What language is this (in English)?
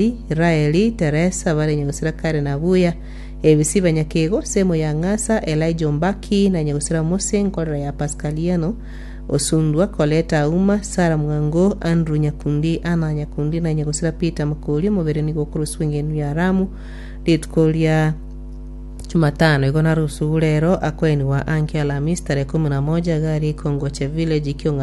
Gusii